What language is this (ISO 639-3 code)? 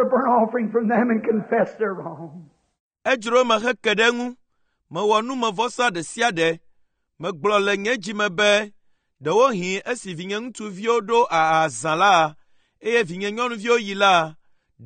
ewe